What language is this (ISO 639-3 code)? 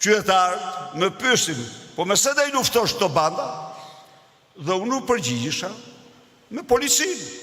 sqi